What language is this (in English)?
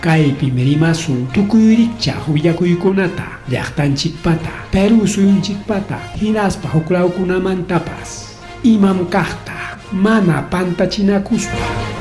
Ayacucho Quechua